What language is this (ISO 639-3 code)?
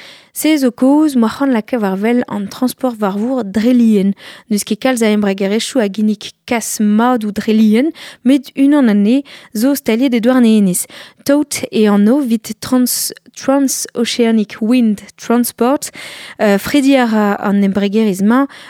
bre